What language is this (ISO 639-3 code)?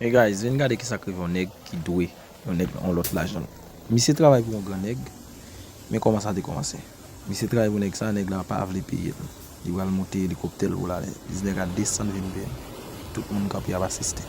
hat